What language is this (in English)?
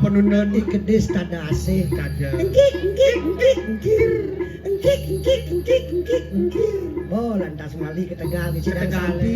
Balinese